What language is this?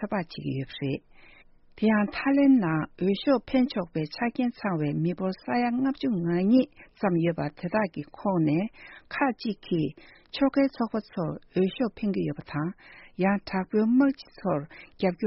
Tibetan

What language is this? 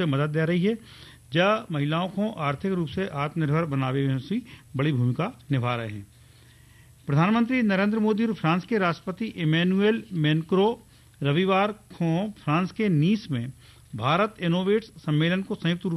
Hindi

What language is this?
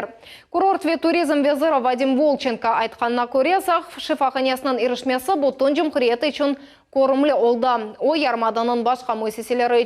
Crimean Tatar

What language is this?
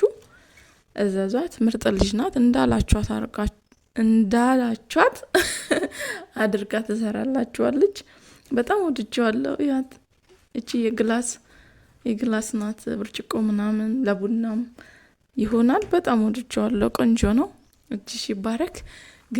Amharic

